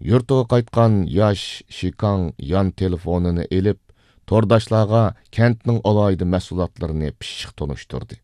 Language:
Uyghur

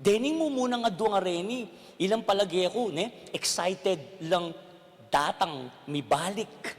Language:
Pampanga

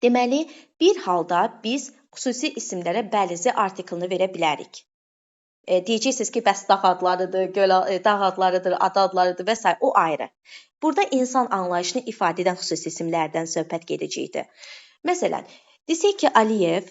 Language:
Azerbaijani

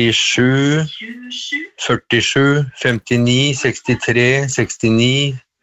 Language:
Norwegian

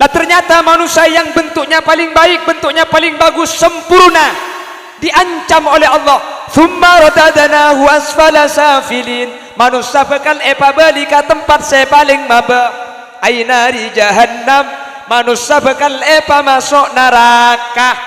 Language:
Madurese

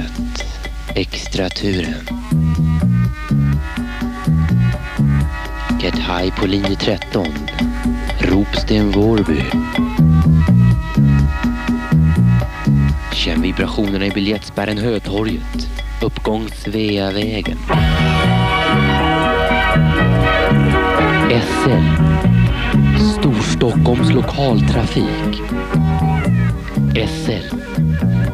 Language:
Swedish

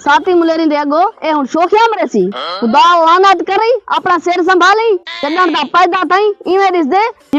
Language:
Saraiki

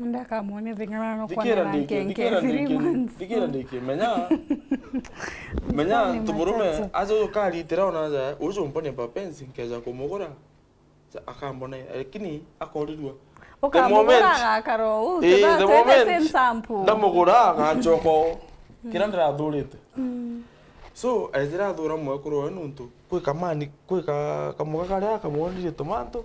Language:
Meru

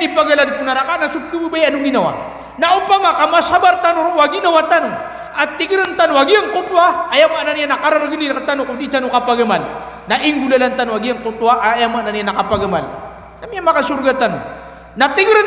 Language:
Maranao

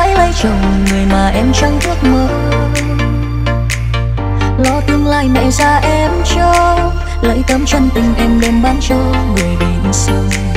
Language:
Vietnamese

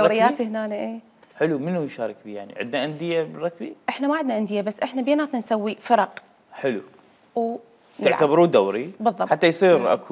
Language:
Mesopotamian Arabic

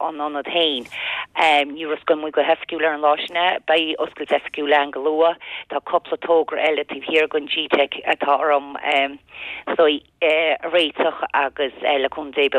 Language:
Irish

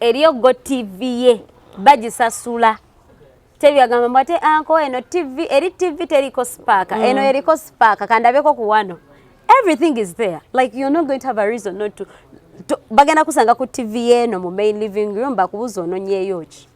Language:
Ganda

